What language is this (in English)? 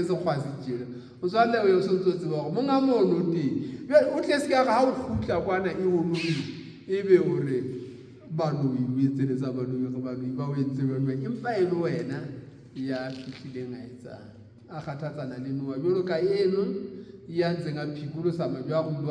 Southern Sotho